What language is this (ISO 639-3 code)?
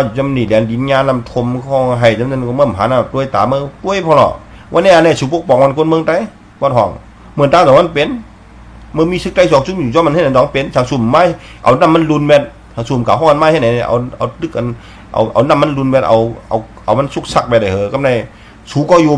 shn